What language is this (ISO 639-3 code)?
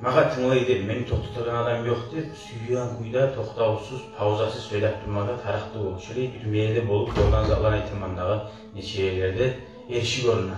kum